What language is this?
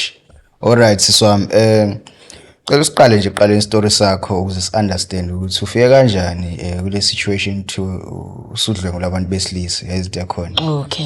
Zulu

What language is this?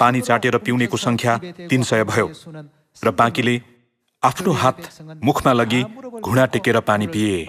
Nepali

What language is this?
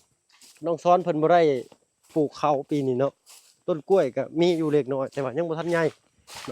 Lao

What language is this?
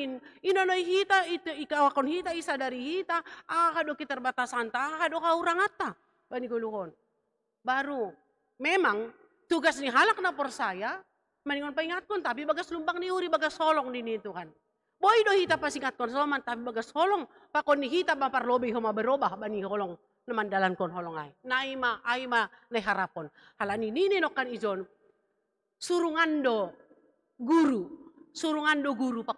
Batak Simalungun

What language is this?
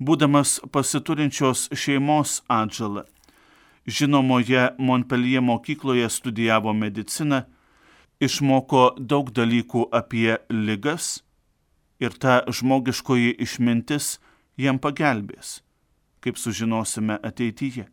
Lithuanian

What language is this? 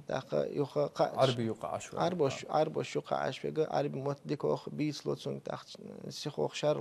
Chechen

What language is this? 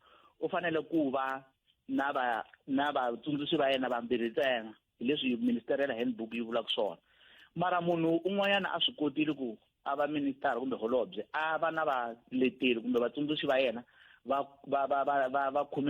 Tsonga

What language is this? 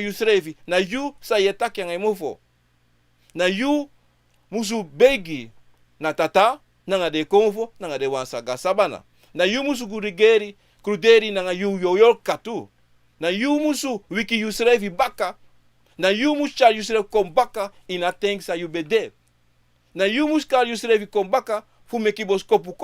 Sranan Tongo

